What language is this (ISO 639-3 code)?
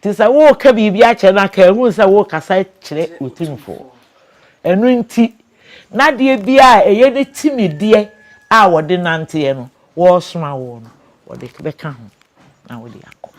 aka